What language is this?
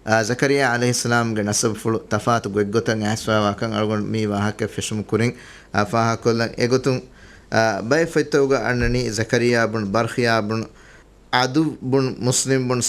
Divehi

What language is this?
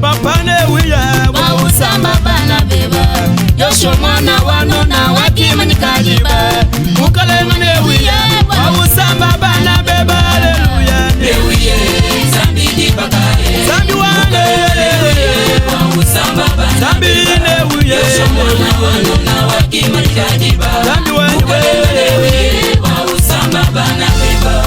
Luba-Lulua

